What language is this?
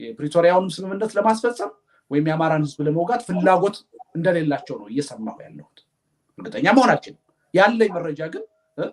Amharic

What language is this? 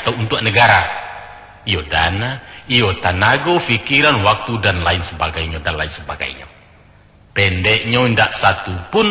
Minangkabau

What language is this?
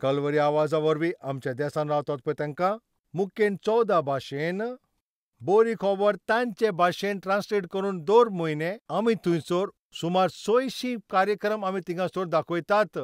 Konkani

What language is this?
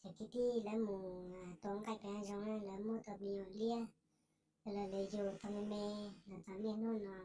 Hmong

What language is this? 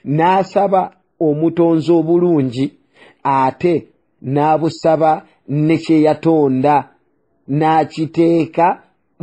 Ganda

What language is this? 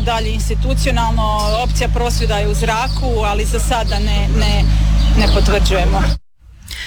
Croatian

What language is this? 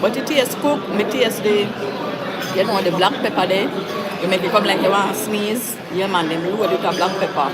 Jamaican Creole English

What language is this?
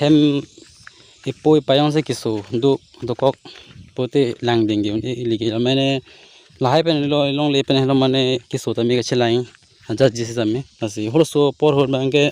Karbi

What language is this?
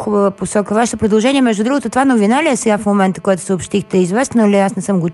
Bulgarian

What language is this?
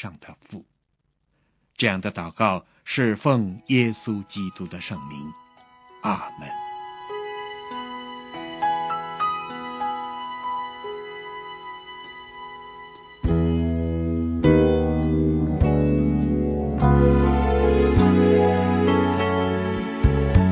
Chinese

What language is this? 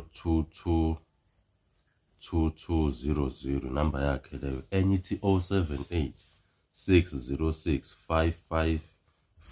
Zulu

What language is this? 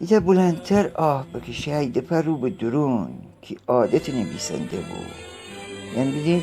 Gilaki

